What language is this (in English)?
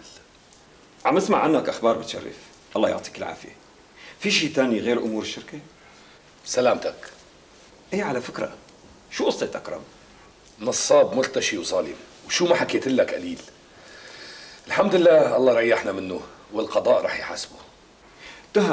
North Levantine Arabic